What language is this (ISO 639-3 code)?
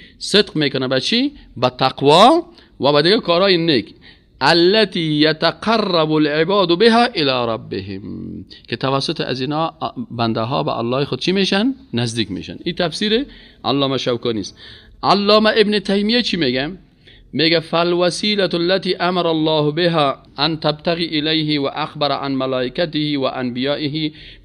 fas